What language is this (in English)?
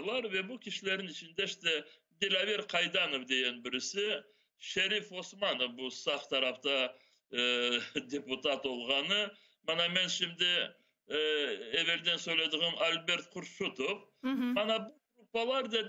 Crimean Tatar